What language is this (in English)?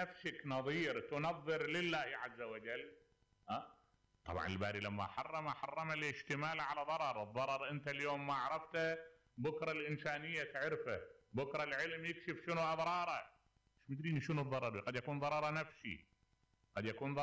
Mesopotamian Arabic